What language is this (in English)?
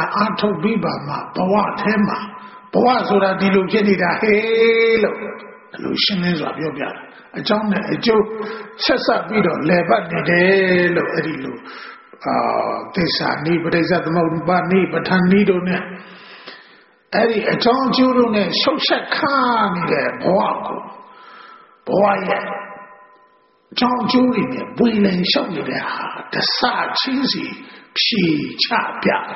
Burmese